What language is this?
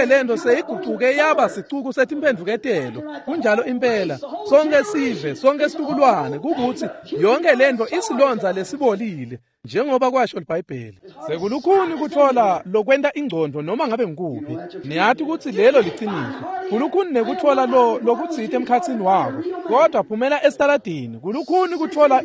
Swati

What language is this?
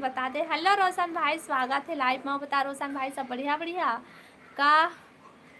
Chhattisgarhi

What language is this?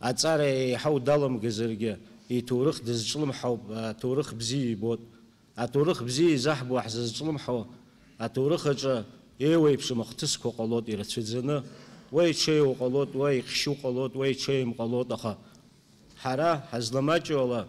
Abkhazian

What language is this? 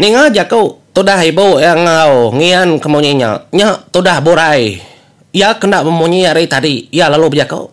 Iban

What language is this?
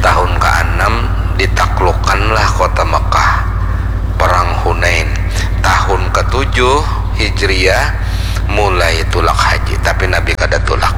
Banjar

